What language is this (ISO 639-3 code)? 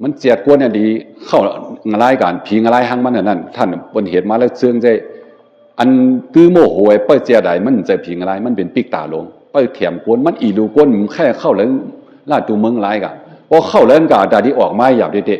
shn